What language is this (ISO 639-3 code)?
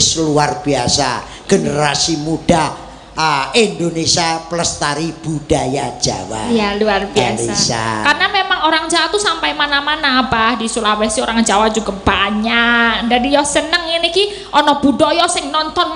jav